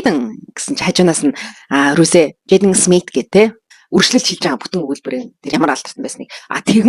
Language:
Mongolian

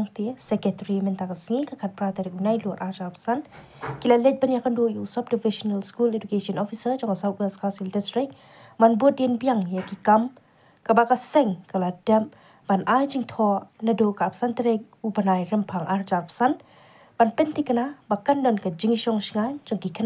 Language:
Khasi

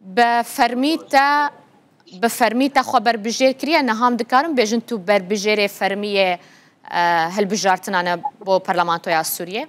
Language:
Kurdish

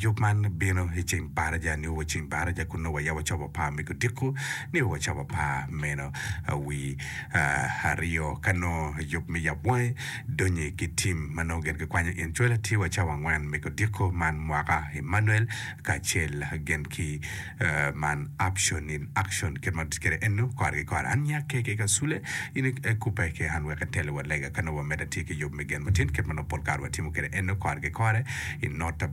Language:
Acoli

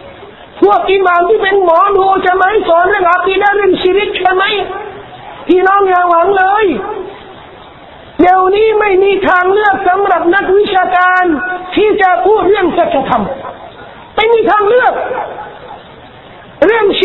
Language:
Thai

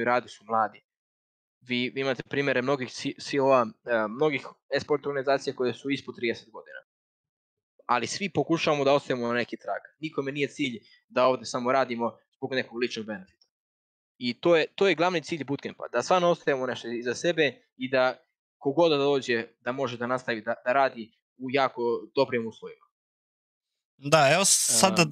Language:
Serbian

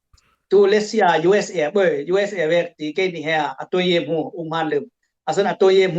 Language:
Dimasa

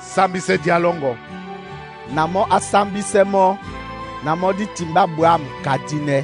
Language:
Duala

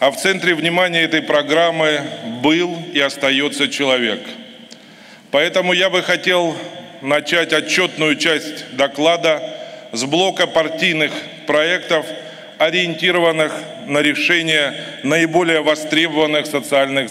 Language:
Russian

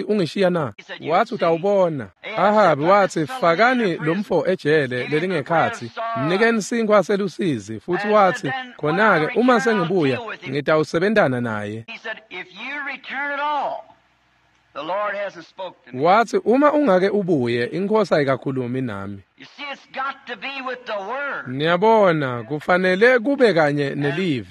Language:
Swati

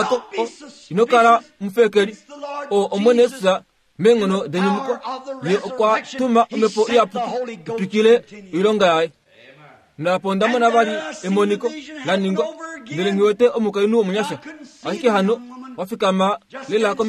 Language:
Kuanyama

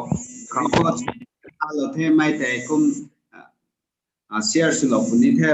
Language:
Rongmei Naga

